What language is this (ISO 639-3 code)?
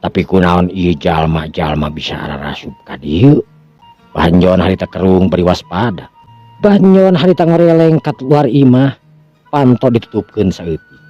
sun